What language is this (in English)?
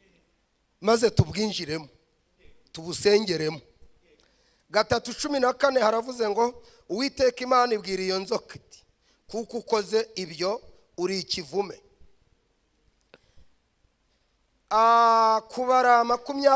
Kinyarwanda